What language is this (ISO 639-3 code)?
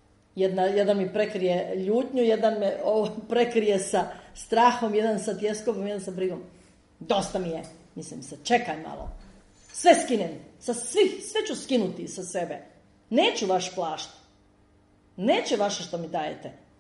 hrv